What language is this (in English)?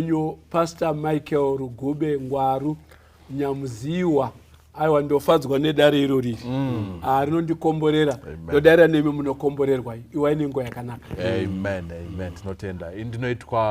Shona